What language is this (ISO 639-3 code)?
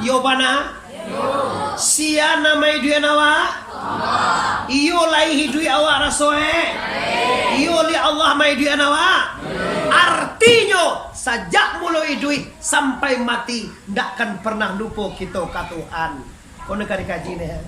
min